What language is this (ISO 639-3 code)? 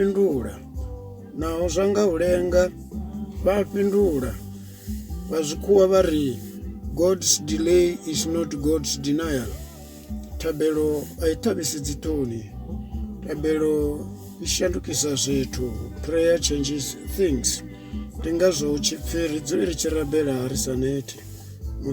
ven